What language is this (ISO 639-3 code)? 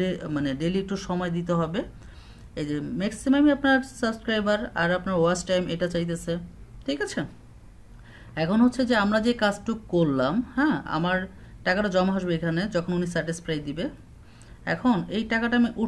ben